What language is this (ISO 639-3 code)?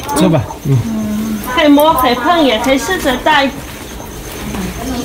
zho